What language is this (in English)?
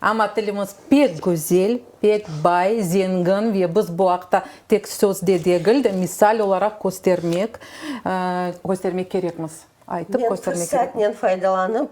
Crimean Tatar